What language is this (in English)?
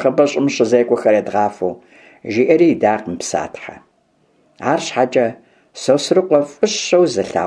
Kabardian